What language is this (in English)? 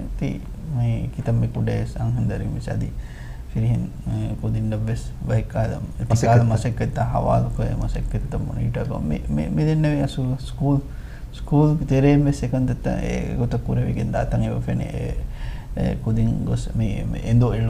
Divehi